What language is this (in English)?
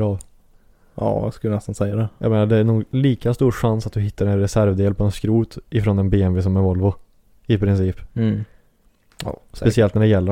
Swedish